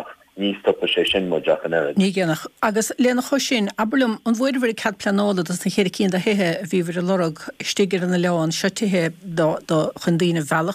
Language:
Irish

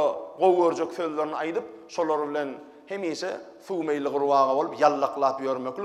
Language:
Turkmen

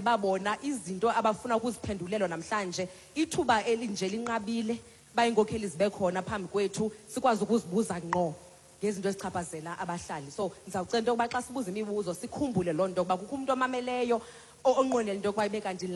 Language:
Xhosa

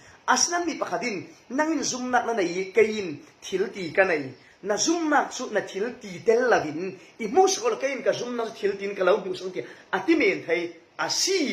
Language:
Falam Chin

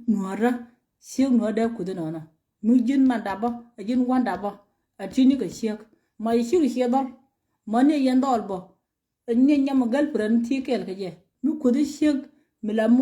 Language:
Nuer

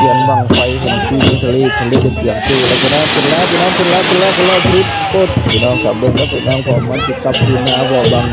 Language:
Northeastern Thai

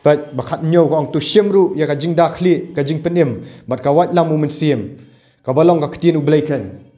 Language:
Khasi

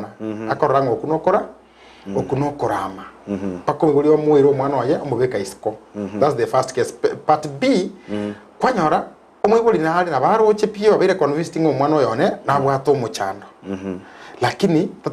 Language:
Gusii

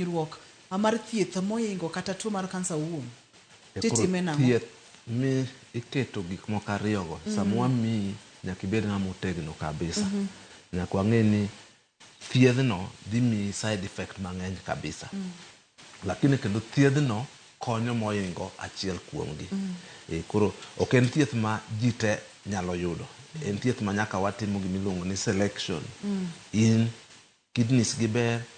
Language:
Luo (Kenya and Tanzania)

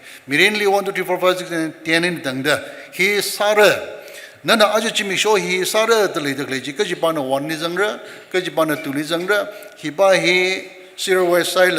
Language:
Tangkhul Naga (India)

